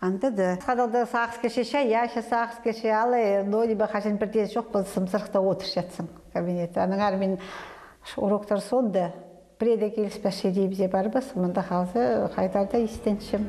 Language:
Khakas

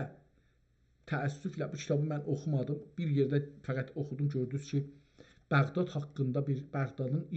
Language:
South Azerbaijani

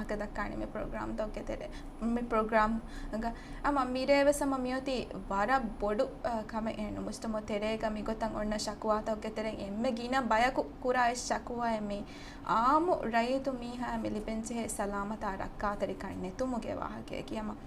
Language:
Divehi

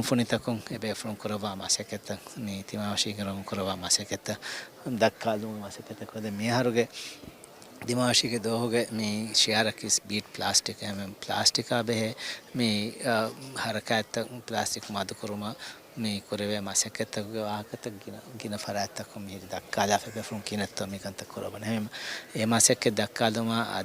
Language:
Divehi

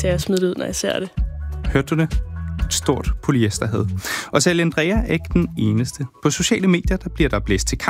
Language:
Danish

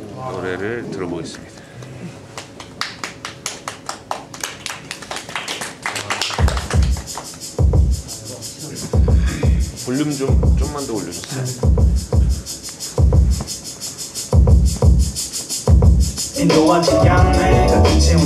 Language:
Korean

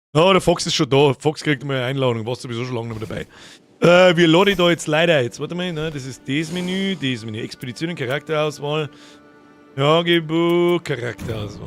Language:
Bavarian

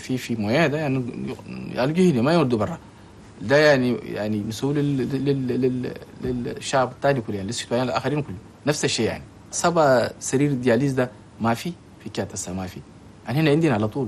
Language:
Chadian Arabic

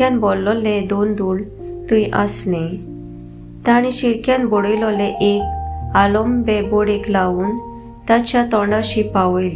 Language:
Konkani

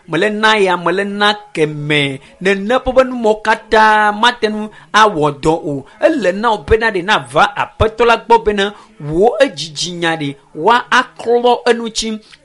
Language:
Ewe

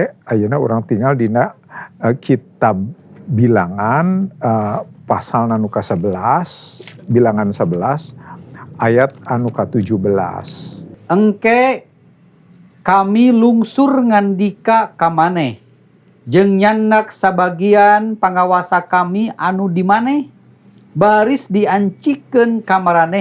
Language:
Sundanese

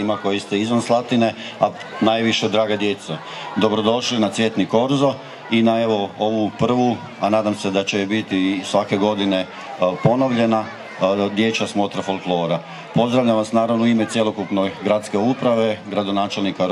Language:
Croatian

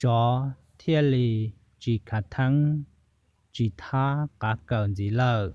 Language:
Hmong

